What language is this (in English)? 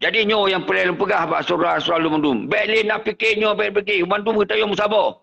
Achinese